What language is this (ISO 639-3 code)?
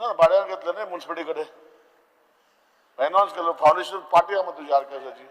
kok